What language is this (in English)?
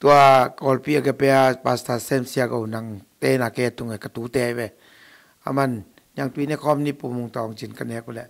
Tedim Chin